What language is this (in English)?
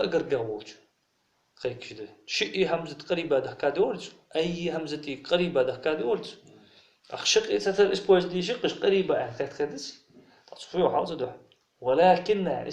Ingush